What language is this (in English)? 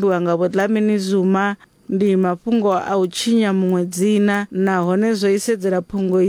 Venda